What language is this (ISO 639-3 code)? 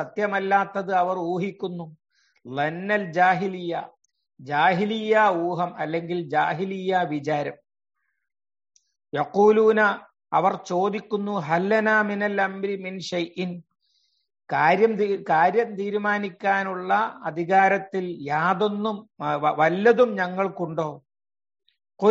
mal